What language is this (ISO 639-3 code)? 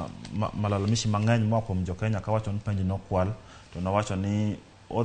luo